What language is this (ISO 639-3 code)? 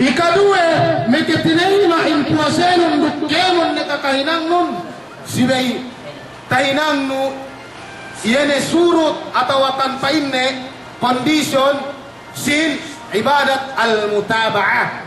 yka